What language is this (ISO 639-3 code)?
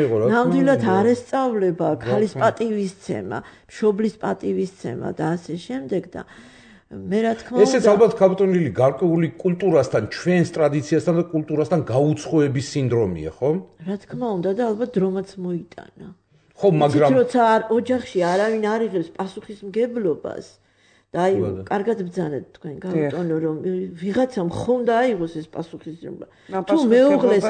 kat